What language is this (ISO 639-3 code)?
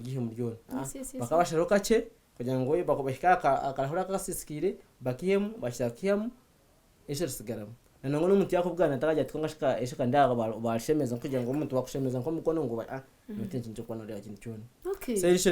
nyn